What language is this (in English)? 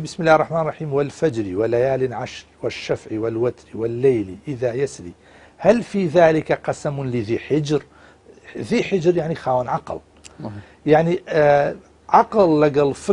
Central Kurdish